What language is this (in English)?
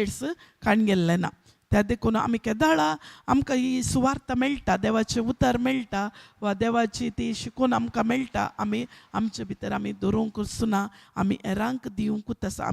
Konkani